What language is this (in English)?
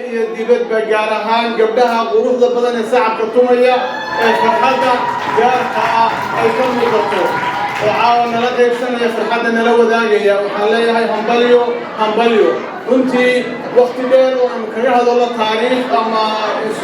Somali